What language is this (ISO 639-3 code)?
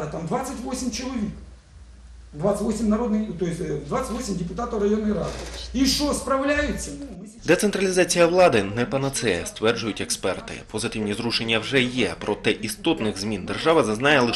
ukr